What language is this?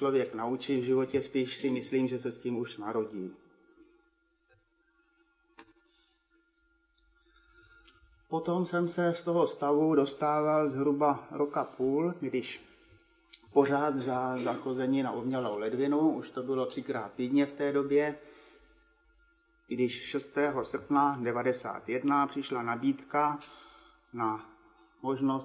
Czech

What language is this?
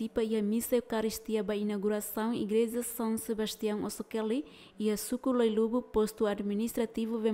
Tetum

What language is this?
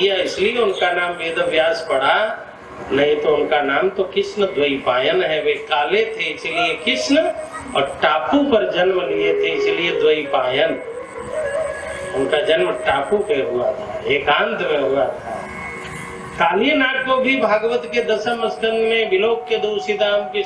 Hindi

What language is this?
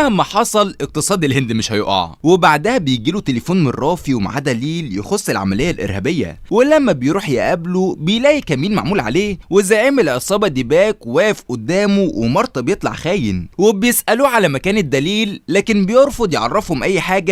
Egyptian Arabic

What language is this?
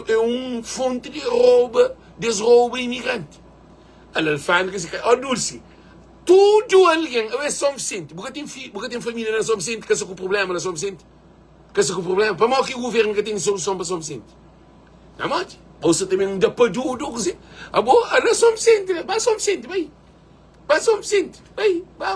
Kabuverdianu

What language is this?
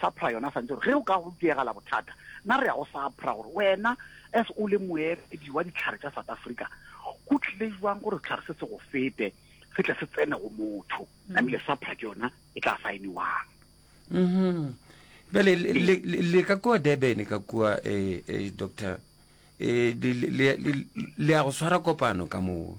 Northern Sotho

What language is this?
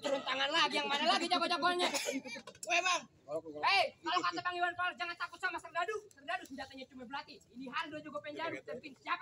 Betawi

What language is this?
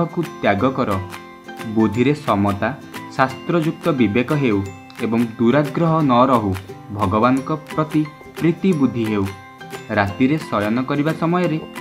Odia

